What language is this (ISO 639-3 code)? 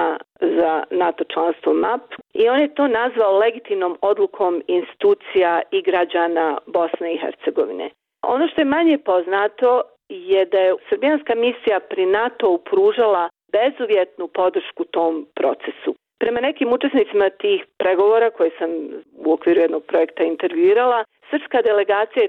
bos